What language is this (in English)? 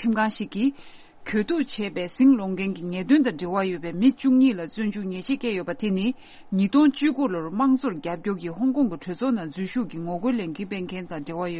Tibetan